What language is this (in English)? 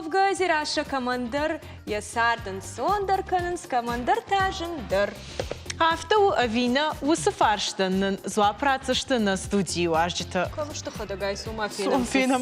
Ossetic